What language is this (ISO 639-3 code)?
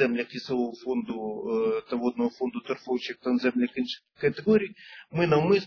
ukr